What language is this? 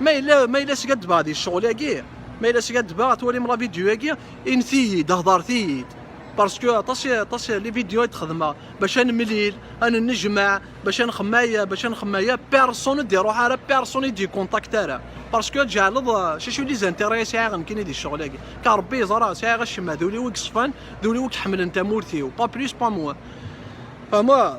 Kabyle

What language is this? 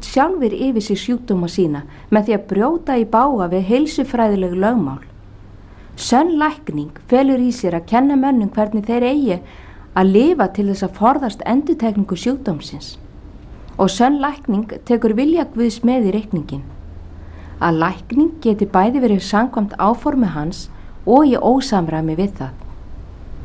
Icelandic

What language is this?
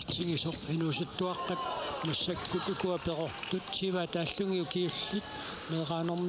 Kalaallisut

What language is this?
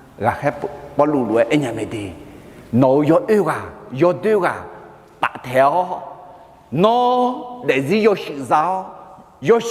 Akha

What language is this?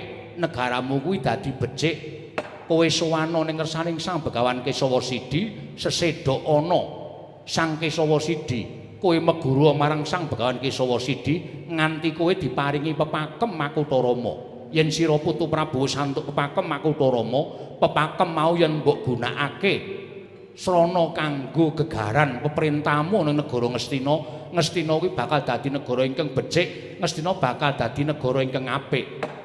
Javanese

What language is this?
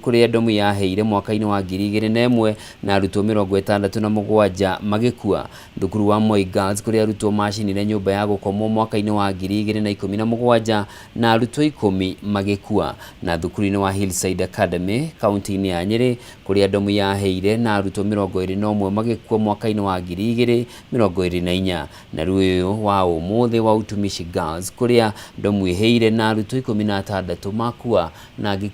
Kikuyu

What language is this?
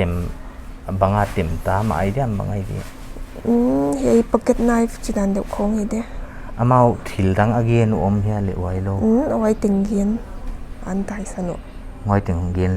Paite Chin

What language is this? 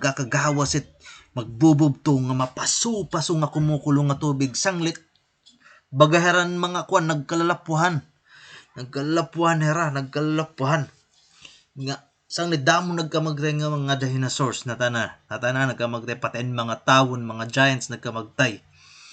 Waray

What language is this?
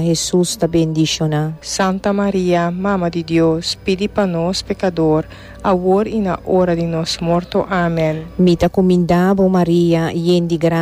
Papiamento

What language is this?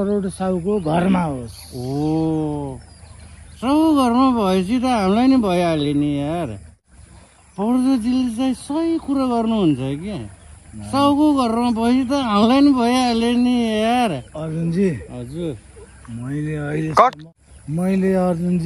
Nepali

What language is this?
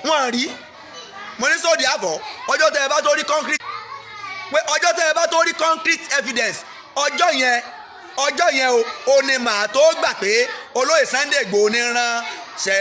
Yoruba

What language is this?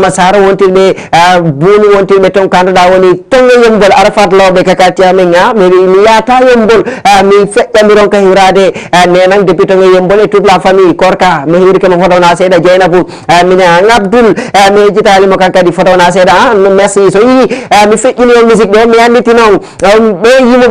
Fula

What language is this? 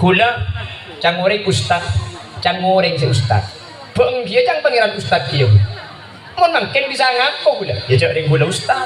Madurese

